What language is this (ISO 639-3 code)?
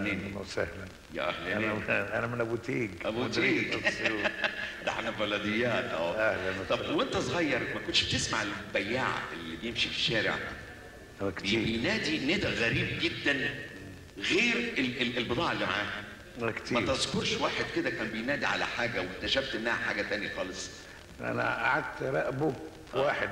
arz